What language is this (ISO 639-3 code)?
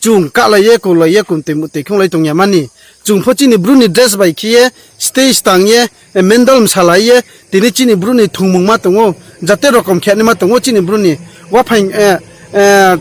ria